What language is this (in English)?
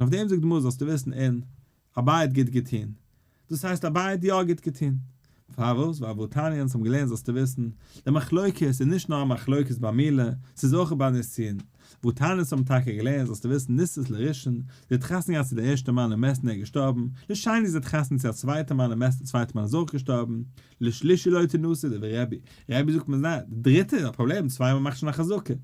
Yiddish